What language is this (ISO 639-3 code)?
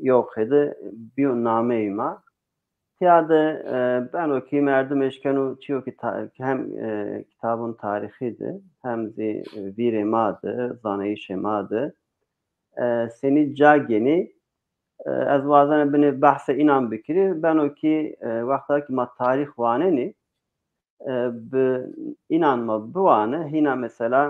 zza